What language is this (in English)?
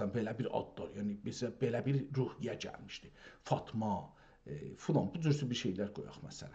South Azerbaijani